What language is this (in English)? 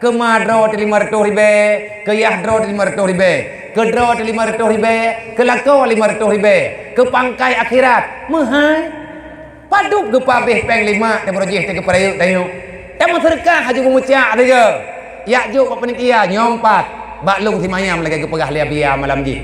Achinese